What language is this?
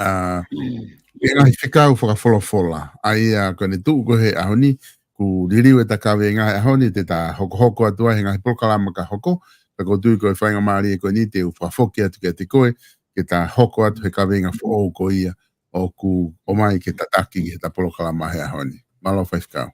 Tongan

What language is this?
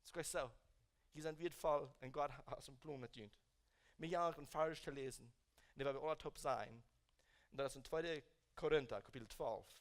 Plautdietsch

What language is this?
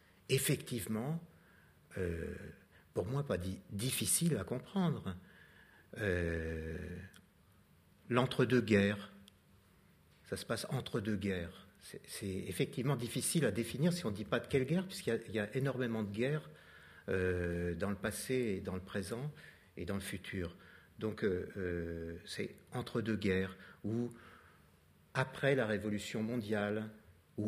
French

